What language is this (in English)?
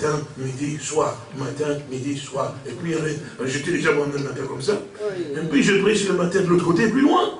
French